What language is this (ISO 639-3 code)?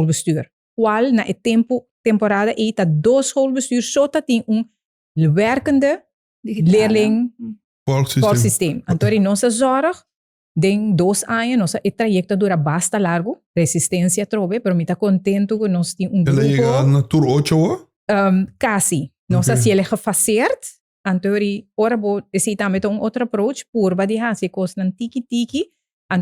pap